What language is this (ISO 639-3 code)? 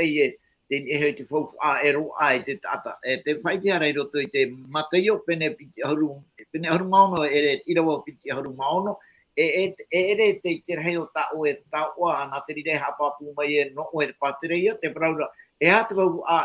tah